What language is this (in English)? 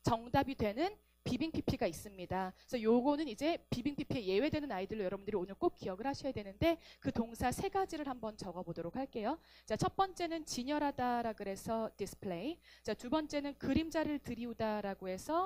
Korean